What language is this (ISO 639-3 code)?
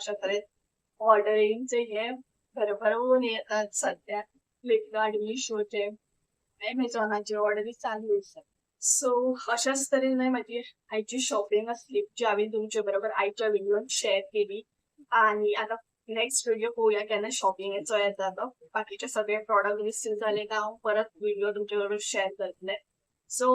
kok